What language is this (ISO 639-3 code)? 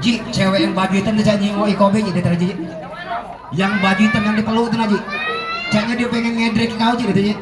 mui